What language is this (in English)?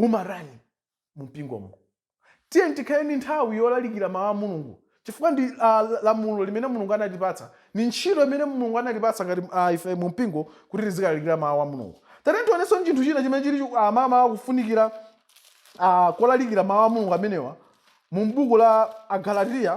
Nyanja